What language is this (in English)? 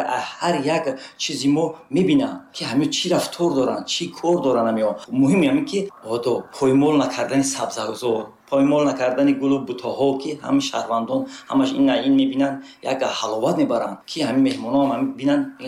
Tajik